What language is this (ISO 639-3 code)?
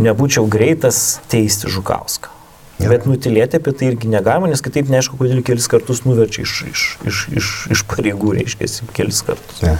lit